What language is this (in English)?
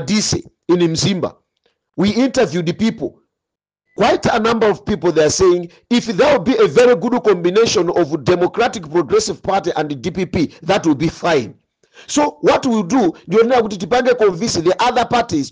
Nyanja